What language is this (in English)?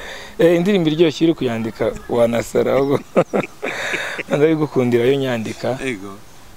Kinyarwanda